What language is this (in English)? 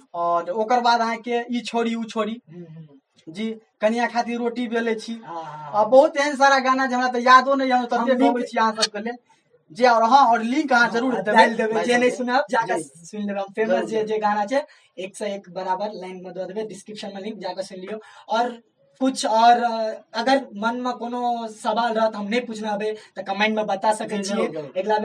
Maithili